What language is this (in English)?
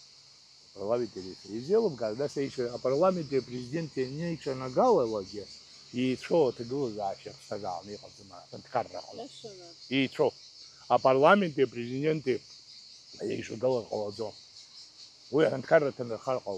Abkhazian